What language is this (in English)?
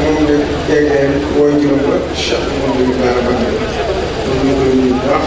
Wolof